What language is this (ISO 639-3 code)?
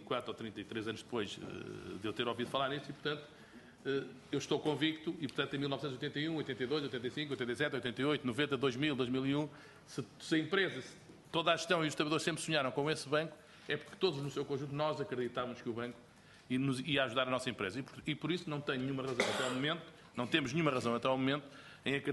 por